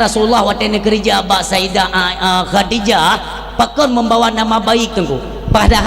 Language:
Achinese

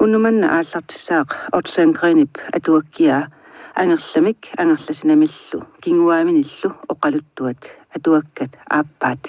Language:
Kalaallisut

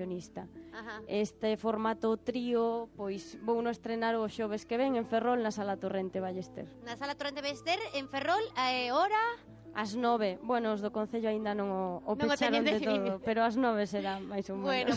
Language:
Galician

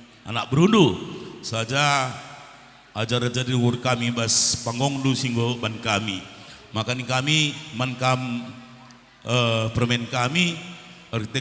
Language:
Batak Karo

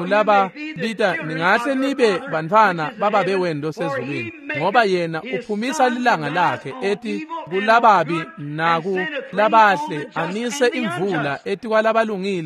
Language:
Swati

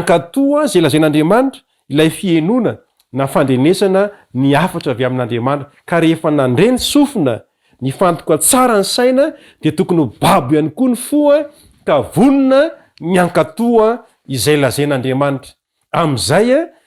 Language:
Malagasy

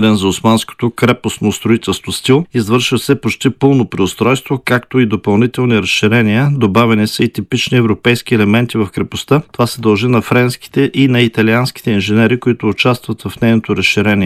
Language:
Bulgarian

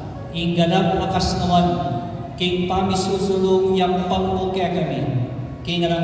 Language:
Pampanga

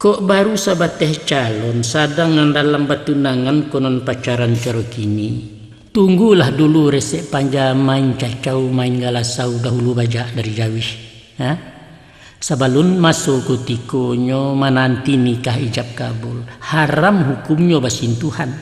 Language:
Minangkabau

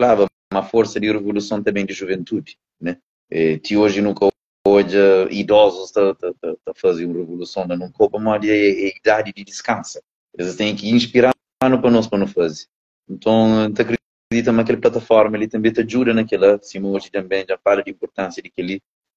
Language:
Kabuverdianu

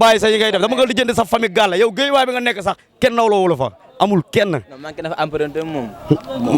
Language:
Wolof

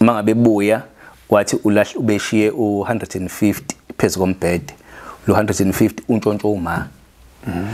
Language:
Zulu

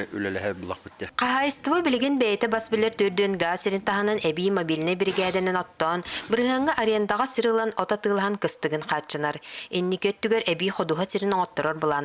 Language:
Yakut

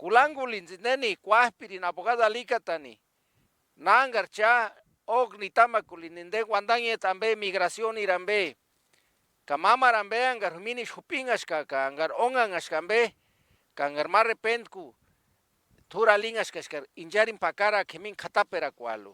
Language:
Purepecha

